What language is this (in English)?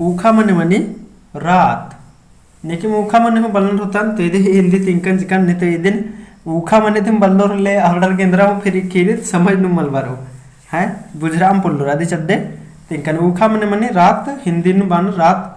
Kurukh